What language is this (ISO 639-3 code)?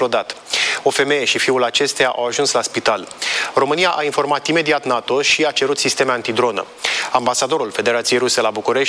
ron